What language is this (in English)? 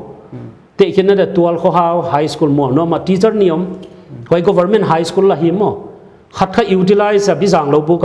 Paite Chin